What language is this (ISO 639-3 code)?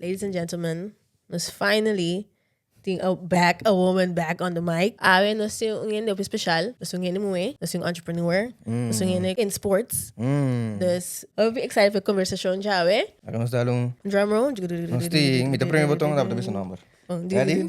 pap